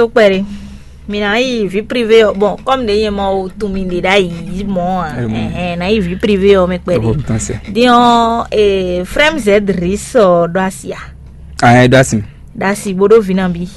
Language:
Fon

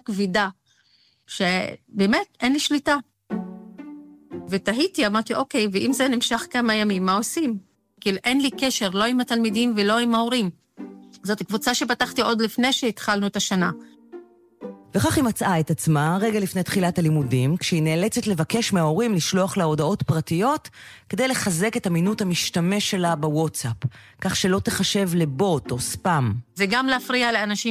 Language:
Hebrew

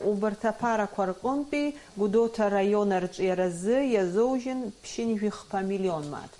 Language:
Abkhazian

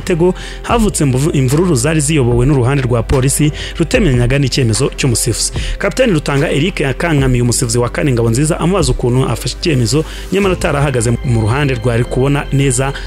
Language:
Kinyarwanda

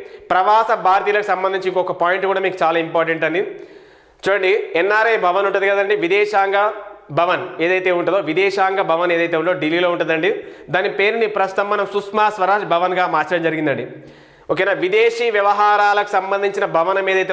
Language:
Telugu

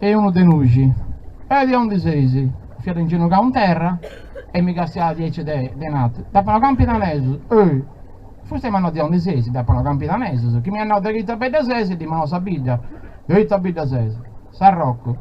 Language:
Sardinian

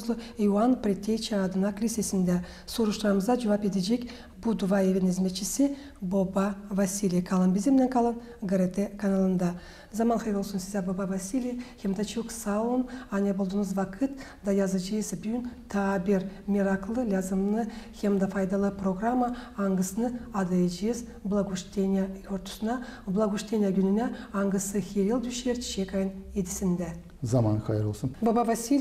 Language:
Gagauz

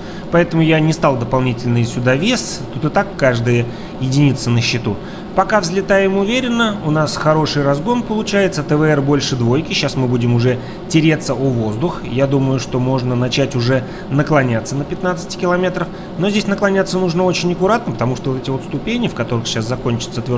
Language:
Russian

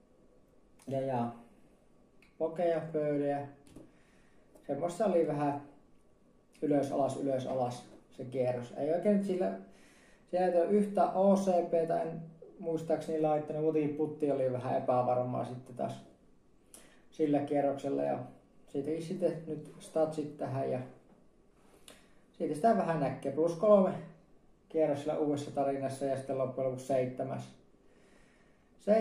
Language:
Finnish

